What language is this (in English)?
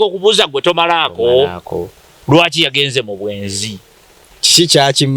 Ganda